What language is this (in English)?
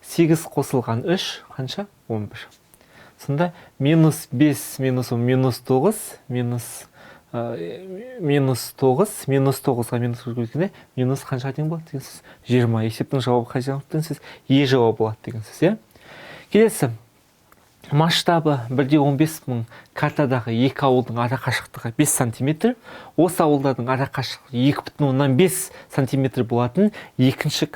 Kazakh